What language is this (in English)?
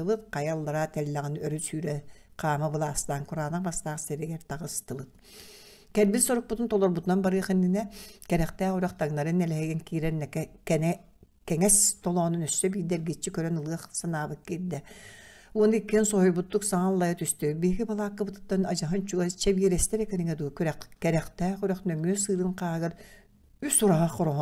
Yakut